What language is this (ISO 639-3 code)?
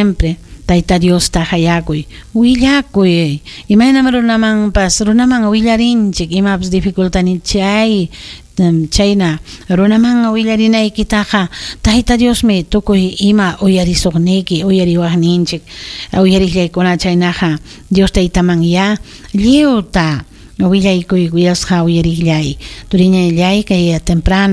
quy